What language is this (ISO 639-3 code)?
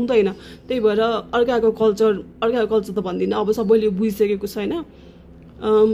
nep